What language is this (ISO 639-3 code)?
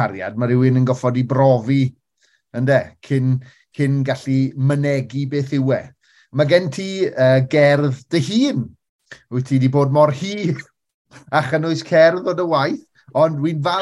cym